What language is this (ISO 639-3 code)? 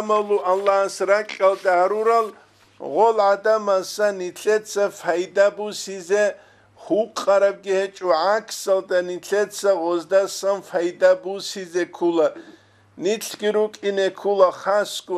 ava